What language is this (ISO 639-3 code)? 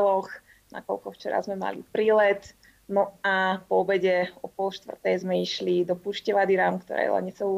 slk